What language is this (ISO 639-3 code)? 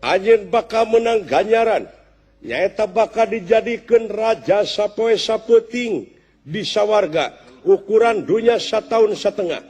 sun